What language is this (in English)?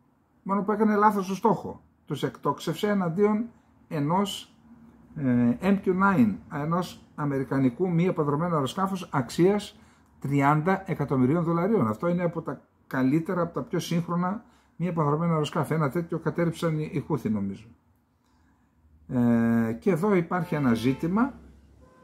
Greek